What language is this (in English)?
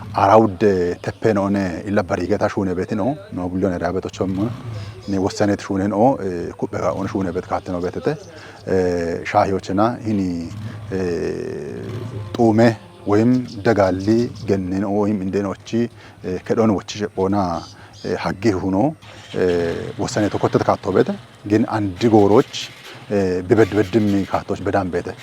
Kafa